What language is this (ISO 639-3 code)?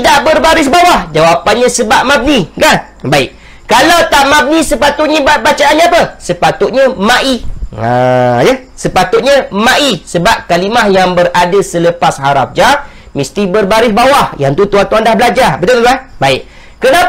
msa